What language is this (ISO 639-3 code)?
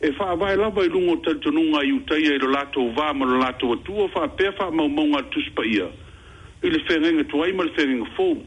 smo